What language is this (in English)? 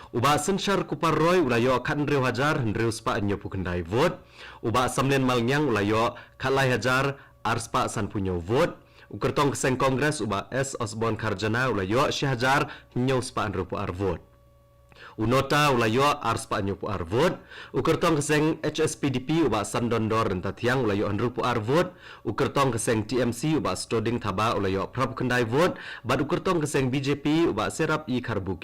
Khasi